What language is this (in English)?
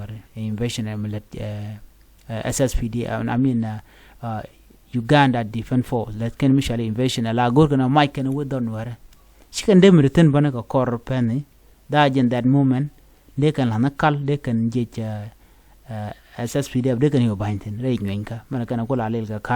Nuer